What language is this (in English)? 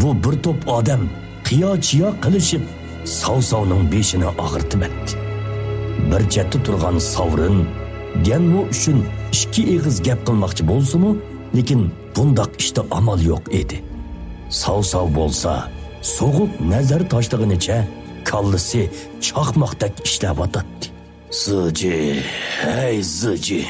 Uyghur